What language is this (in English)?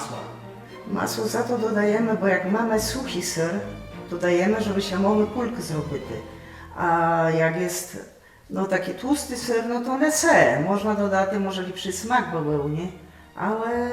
Rusyn